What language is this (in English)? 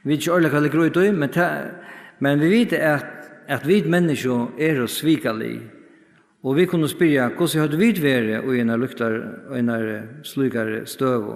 Faroese